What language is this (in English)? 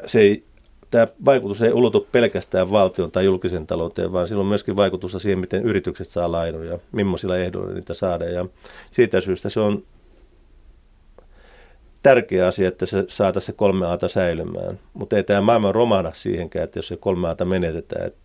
Finnish